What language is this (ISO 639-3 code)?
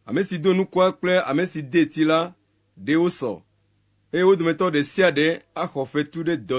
ewe